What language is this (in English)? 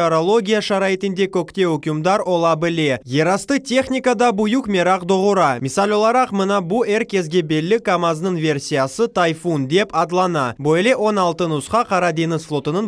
Crimean Tatar